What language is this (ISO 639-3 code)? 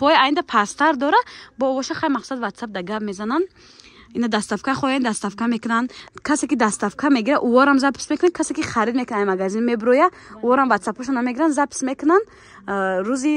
tgk